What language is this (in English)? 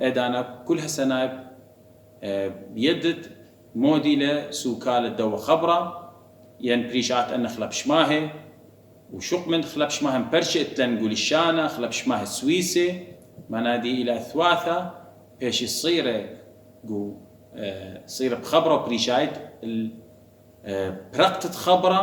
Assyrian Neo-Aramaic